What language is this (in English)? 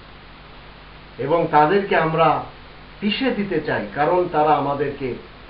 Bangla